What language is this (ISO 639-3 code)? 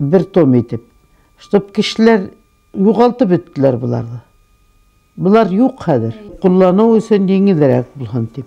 bak